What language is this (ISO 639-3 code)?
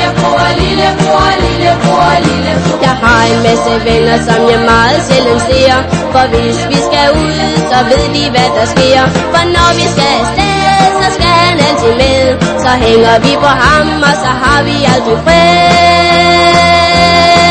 dan